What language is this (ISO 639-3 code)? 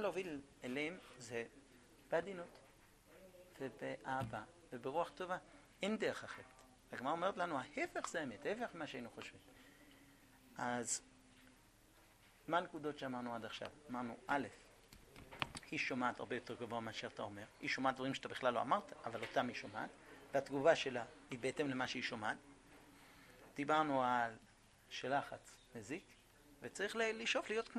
heb